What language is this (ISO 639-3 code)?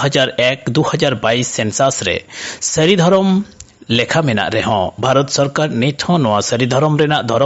sat